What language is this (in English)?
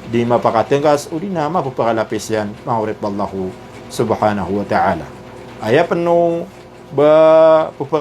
Maranao